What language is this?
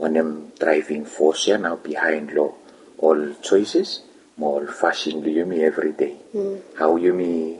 Bislama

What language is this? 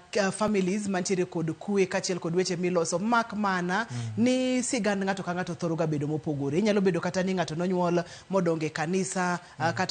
Luo (Kenya and Tanzania)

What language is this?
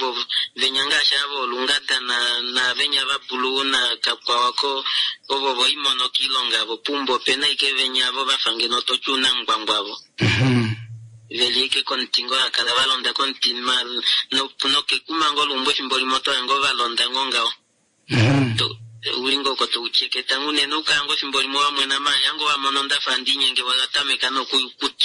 Kuanyama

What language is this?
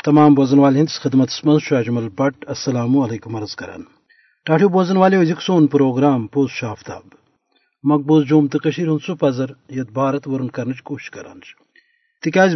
Kashmiri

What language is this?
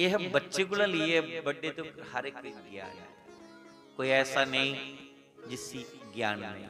Dogri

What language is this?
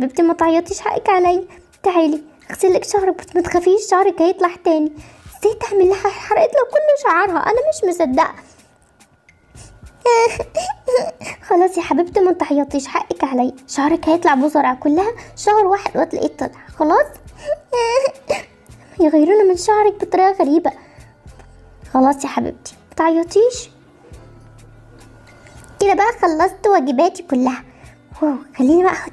Egyptian Arabic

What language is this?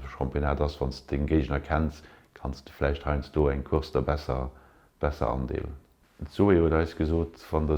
Luxembourgish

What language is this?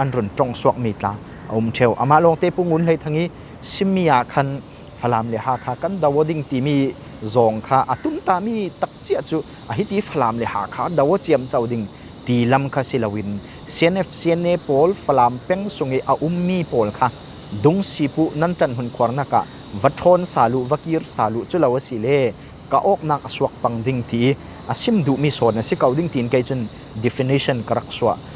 Falam Chin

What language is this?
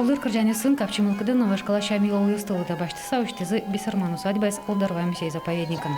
Udmurt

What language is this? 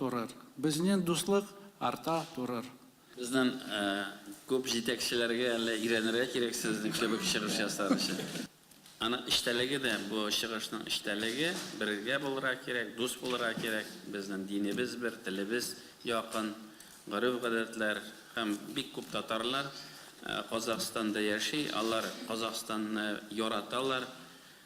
Tatar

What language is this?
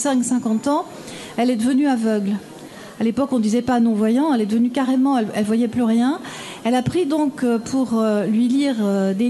French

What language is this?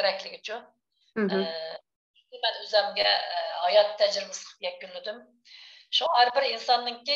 Uyghur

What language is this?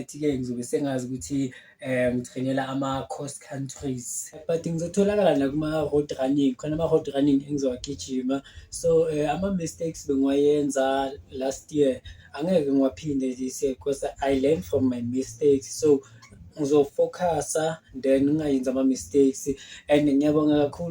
Zulu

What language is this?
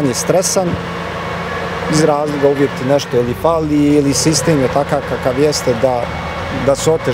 Bosnian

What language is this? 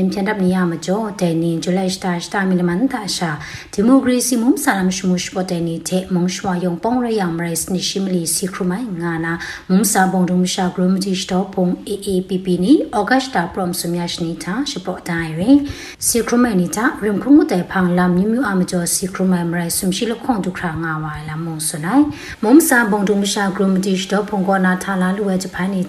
Burmese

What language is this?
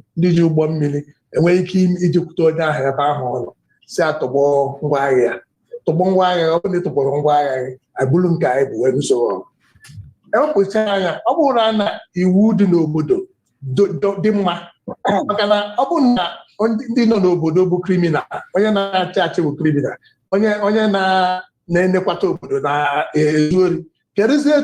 Igbo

